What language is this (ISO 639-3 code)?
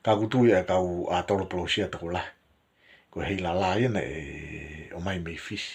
ton